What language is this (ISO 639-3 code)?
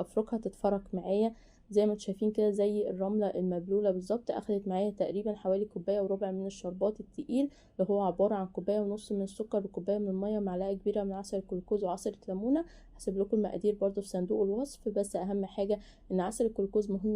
arz